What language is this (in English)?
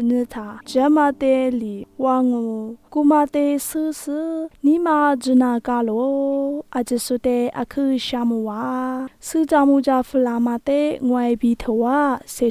Lisu